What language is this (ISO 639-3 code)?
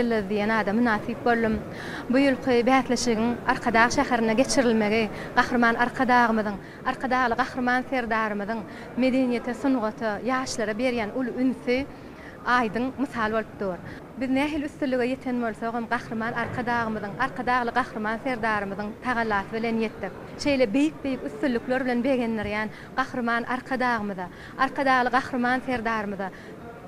tuk